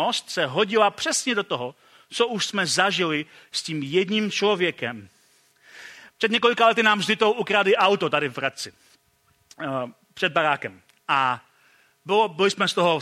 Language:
Czech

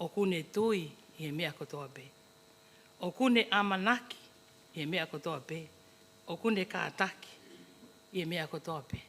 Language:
Tongan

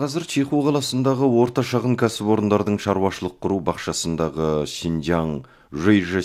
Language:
Kazakh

